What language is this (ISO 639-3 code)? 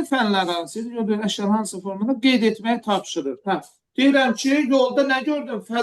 aze